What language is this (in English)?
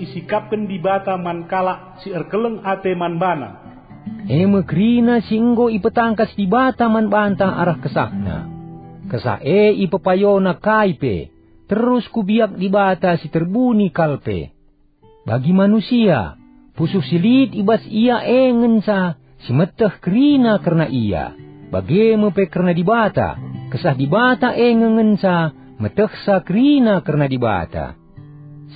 Batak Karo